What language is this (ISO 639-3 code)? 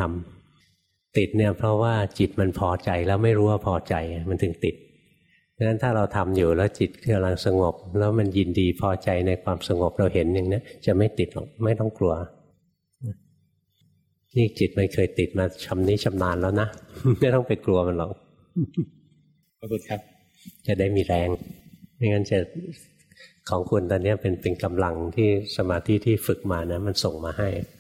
tha